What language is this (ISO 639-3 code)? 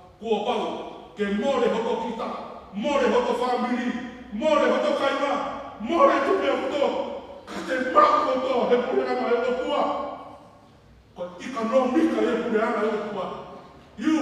ton